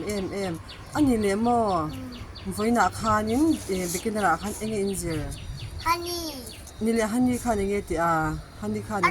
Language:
Mizo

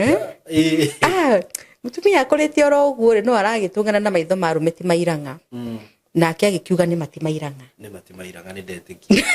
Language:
Kikuyu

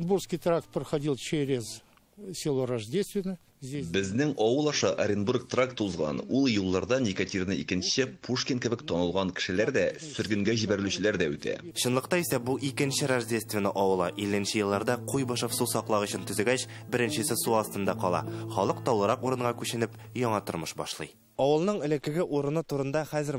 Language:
Tatar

